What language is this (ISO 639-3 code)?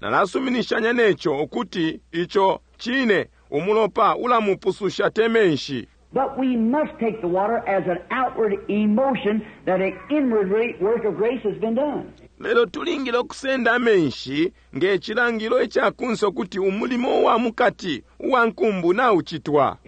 bem